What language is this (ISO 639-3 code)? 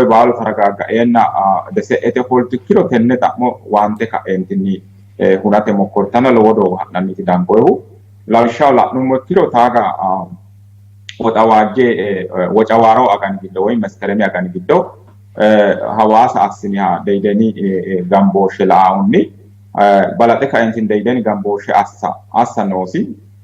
sid